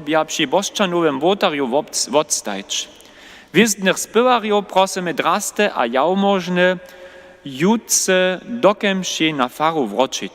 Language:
Upper Sorbian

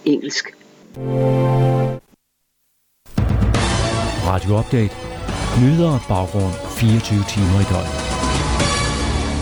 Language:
Danish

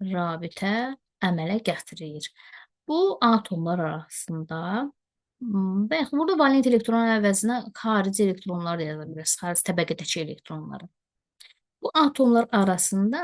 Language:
Azerbaijani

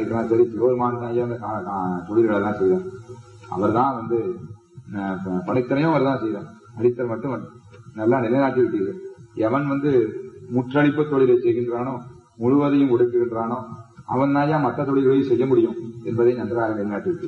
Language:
Tamil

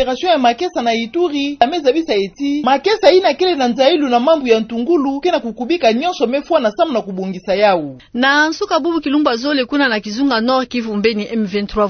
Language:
Kituba (Democratic Republic of Congo)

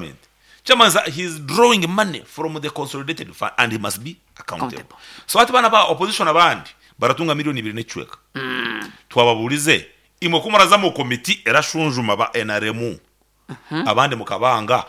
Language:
Nyankole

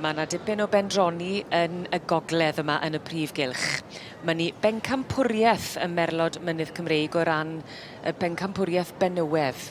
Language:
Welsh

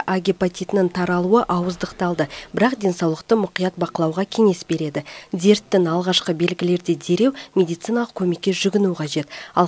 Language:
Kazakh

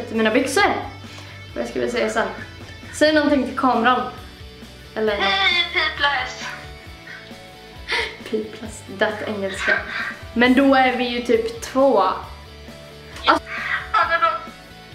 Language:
Swedish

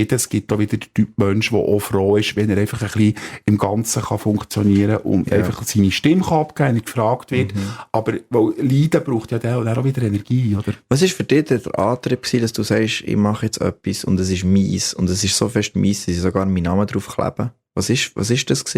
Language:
Swiss German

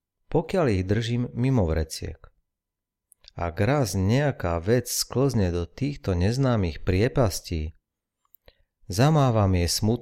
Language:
Slovak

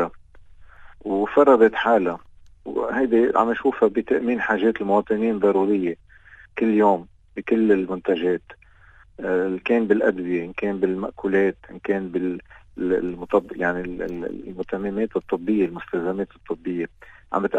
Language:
North Levantine Arabic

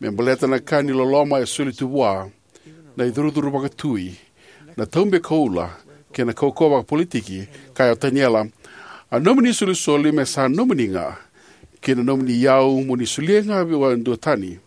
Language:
Fijian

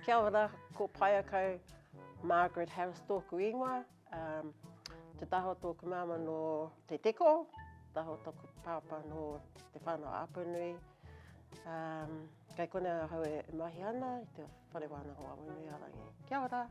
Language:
Māori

